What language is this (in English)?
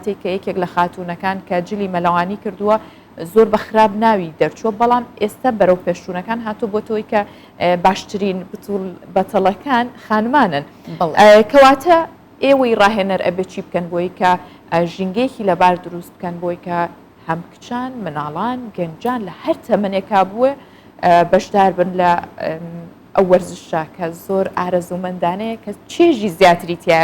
Central Kurdish